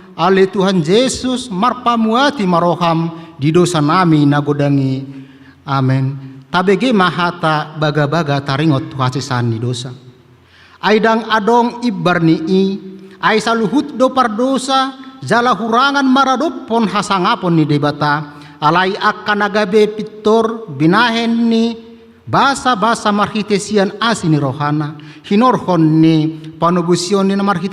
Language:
Batak Toba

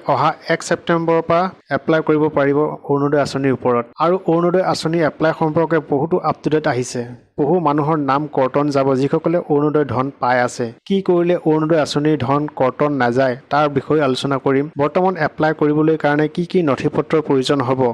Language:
Assamese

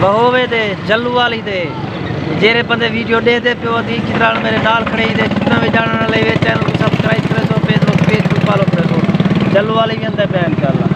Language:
Saraiki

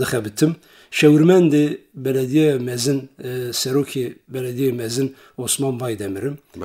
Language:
Kurdish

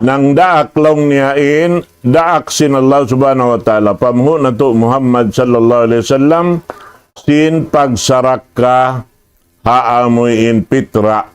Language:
Tausug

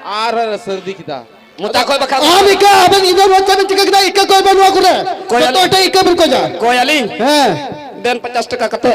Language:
Santali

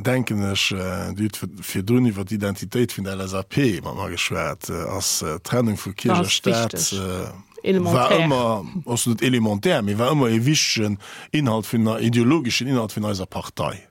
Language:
Luxembourgish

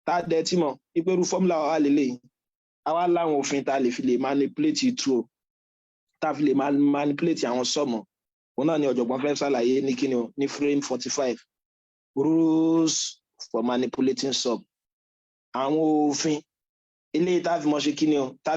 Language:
Yoruba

